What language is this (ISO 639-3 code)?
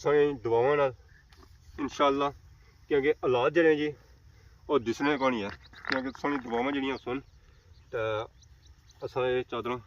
phr